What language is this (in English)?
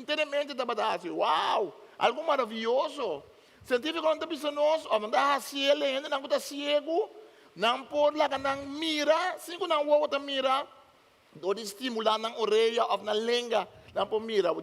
Papiamento